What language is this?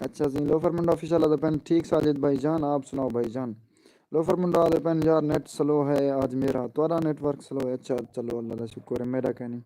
Saraiki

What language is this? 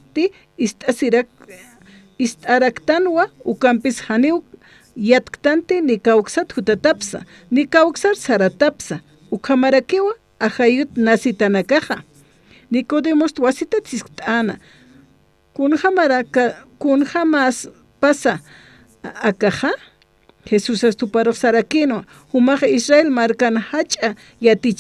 Aymara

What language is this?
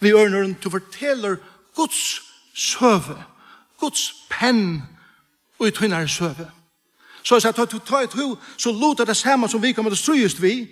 Faroese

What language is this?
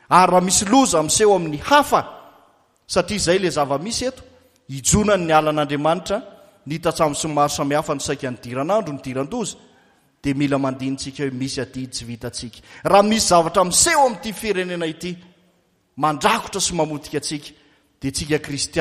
Malagasy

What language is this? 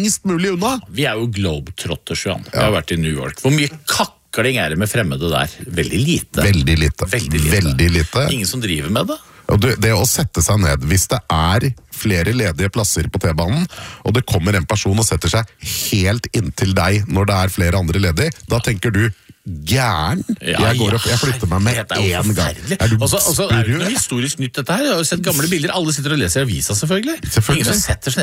Norwegian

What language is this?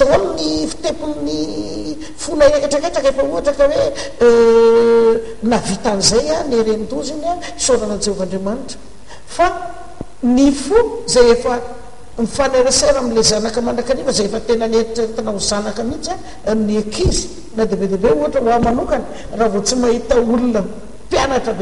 Malagasy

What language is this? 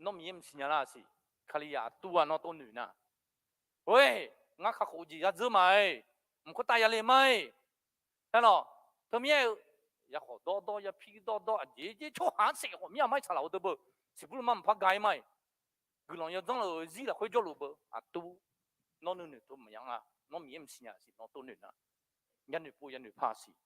Akha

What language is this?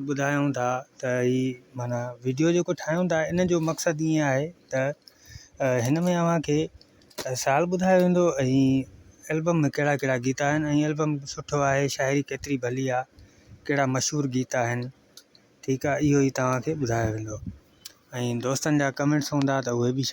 Sindhi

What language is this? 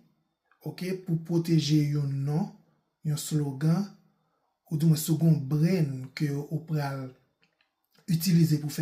Haitian Creole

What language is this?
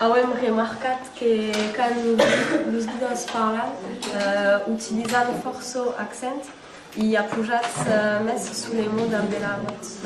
Occitan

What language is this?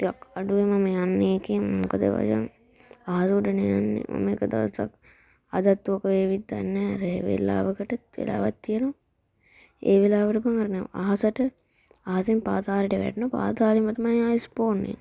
Sinhala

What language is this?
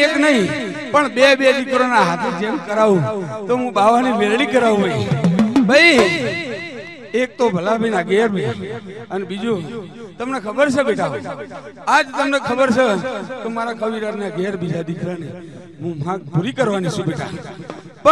Gujarati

